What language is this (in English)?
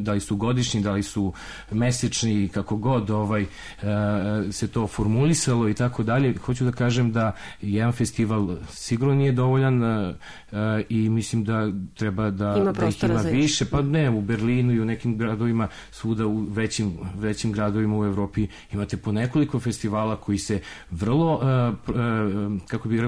Serbian